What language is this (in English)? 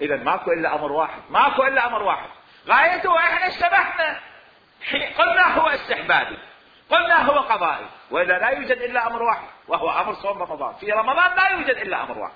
Mesopotamian Arabic